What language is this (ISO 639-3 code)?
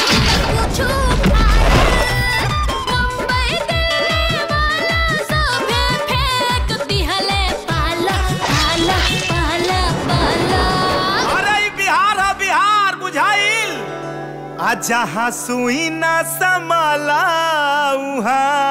bho